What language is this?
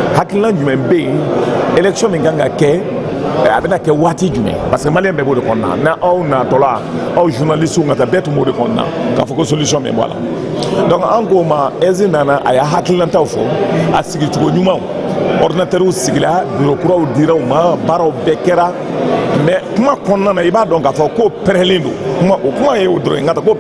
Bambara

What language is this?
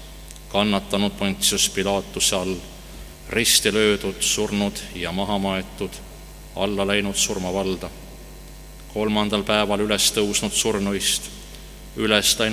Estonian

